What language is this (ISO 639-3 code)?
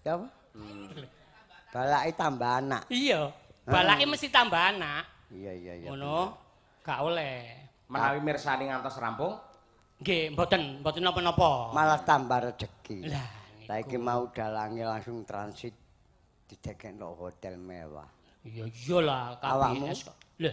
jav